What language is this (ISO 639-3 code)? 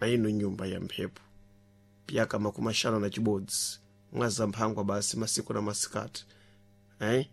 seh